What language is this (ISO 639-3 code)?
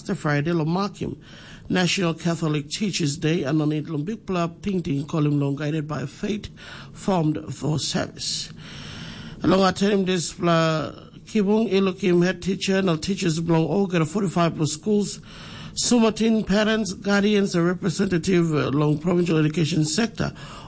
tpi